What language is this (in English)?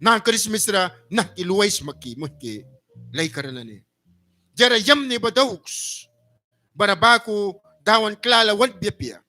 Mískito